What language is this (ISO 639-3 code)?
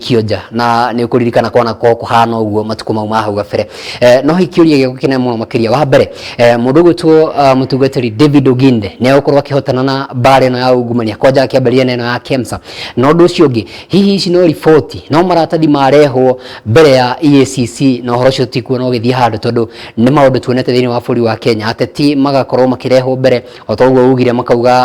kik